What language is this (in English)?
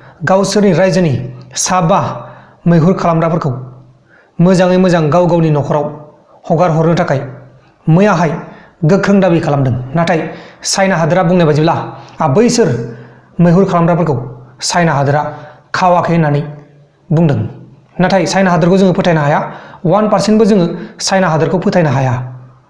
Bodo